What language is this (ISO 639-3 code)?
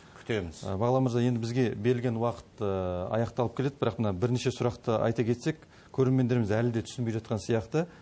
kaz